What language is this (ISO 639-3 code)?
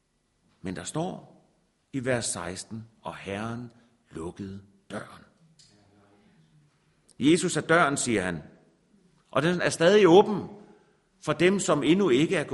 dan